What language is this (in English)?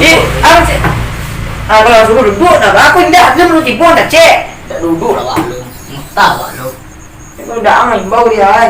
Minangkabau